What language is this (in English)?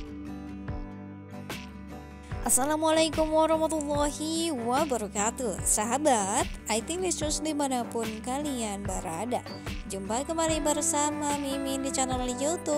Indonesian